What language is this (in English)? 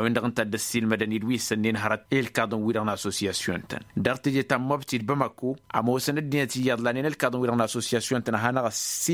Tamasheq